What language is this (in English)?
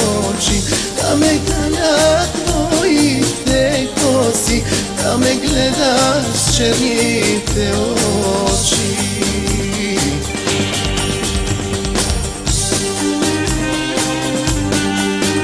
Bulgarian